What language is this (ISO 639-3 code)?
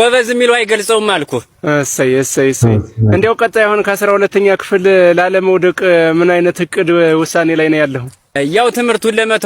amh